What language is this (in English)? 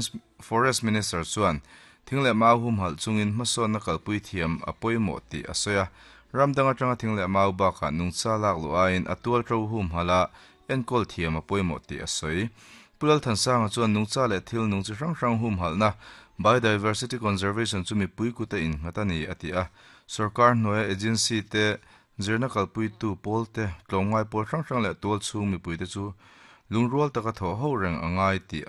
Mizo